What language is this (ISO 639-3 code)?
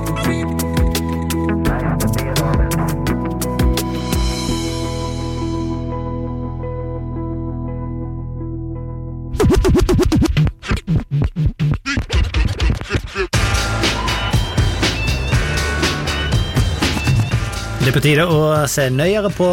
nor